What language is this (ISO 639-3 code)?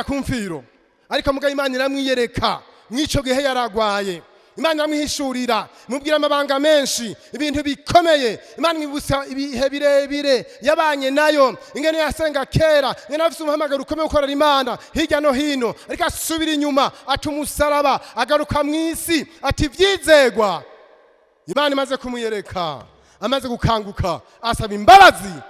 run